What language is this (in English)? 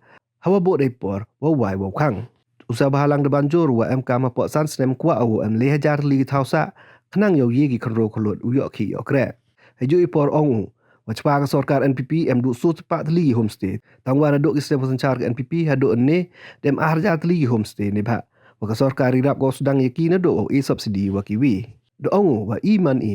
Pnar